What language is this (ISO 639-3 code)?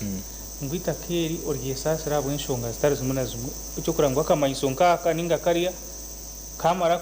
nyn